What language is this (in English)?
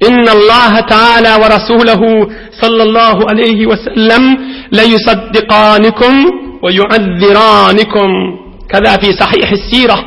Turkmen